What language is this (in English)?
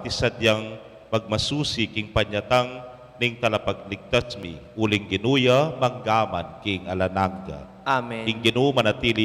Pampanga